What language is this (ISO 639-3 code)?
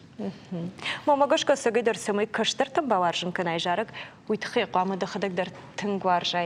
oss